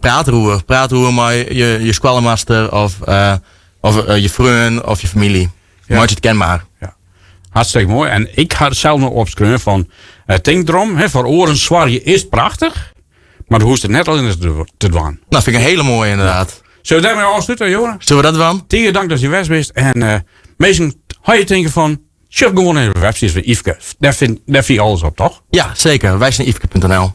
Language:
Western Frisian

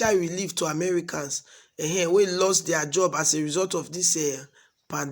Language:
Nigerian Pidgin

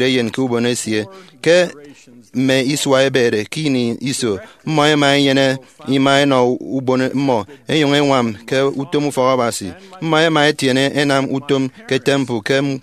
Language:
Efik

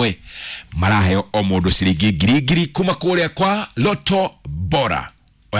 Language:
Kikuyu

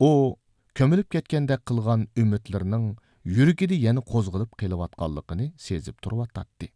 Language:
Uyghur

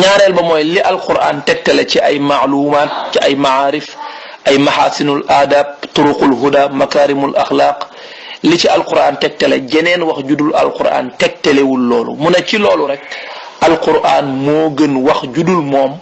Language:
Wolof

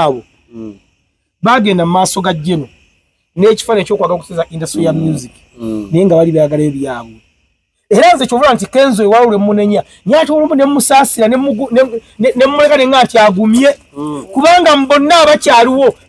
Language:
Ganda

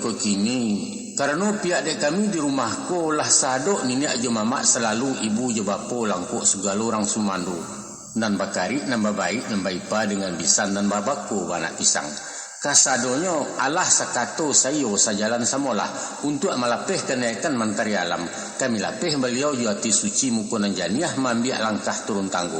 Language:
Minangkabau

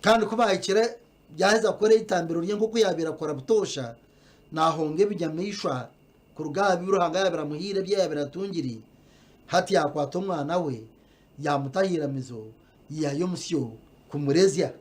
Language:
Nyankole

